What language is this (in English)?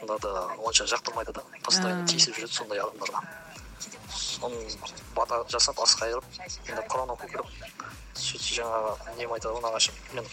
Kazakh